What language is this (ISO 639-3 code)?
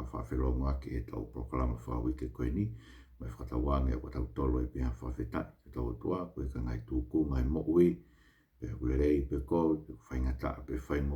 ton